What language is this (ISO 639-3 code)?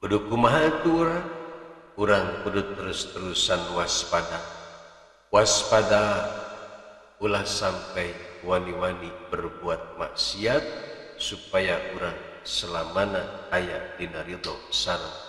sun